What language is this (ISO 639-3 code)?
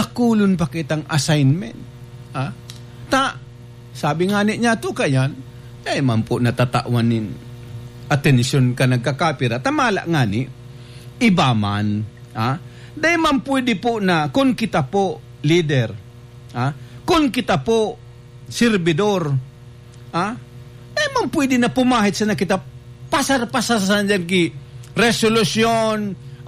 bik